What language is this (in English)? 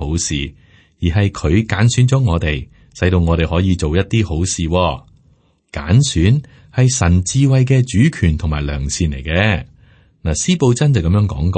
Cantonese